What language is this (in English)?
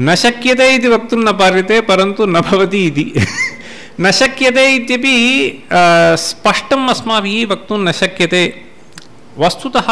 Sanskrit